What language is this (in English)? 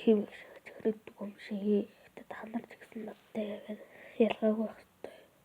Mongolian